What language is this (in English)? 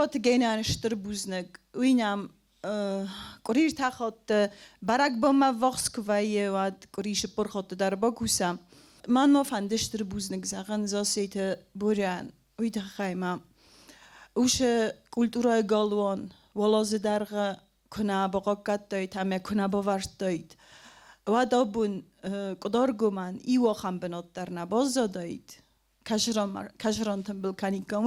Ossetic